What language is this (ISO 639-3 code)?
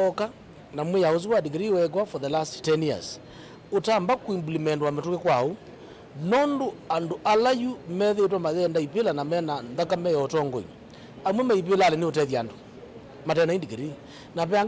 kam